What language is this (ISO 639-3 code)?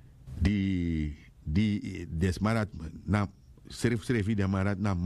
srn